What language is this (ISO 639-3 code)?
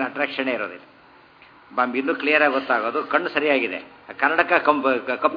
kan